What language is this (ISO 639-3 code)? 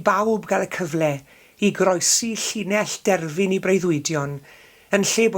cym